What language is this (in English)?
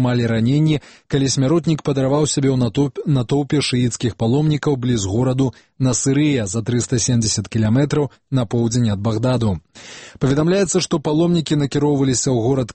Belarusian